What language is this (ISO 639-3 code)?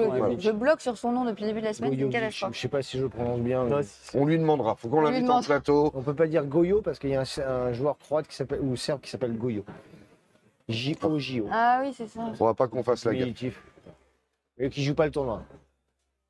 fra